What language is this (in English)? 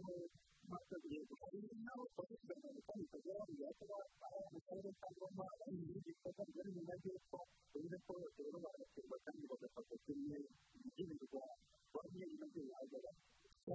Kinyarwanda